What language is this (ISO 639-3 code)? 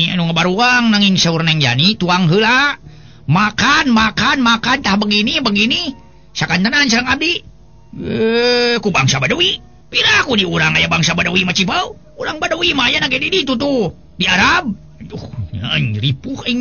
sun